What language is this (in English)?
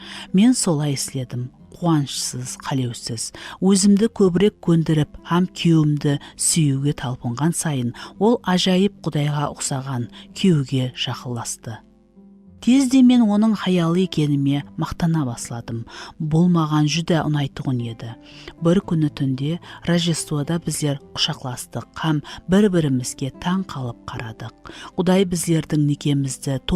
Kara-Kalpak